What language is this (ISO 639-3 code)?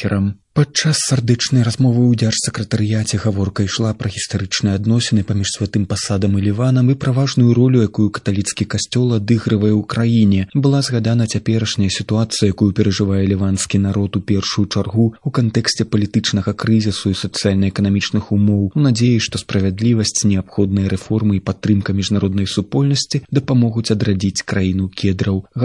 bel